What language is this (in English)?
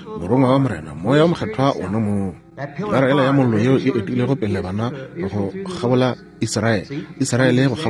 Northern Sotho